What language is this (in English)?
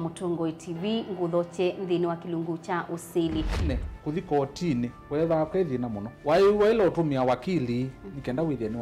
Kamba